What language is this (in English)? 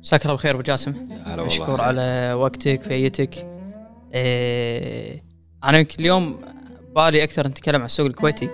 Gulf Arabic